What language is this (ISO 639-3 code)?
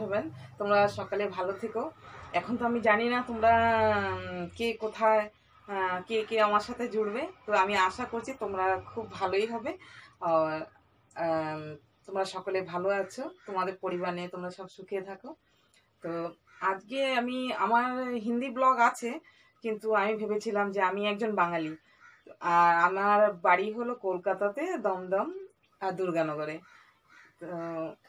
ben